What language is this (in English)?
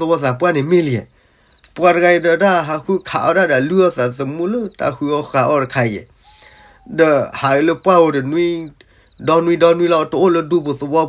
S'gaw Karen